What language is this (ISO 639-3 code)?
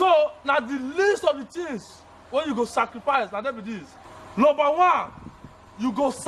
pcm